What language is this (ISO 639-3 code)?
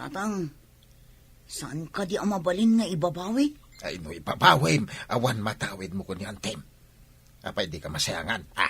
ilo